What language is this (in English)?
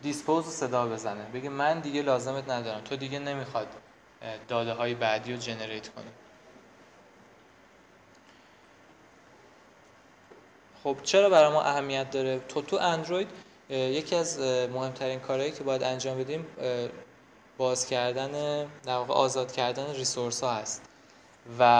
Persian